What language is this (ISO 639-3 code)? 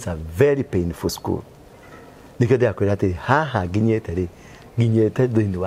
kik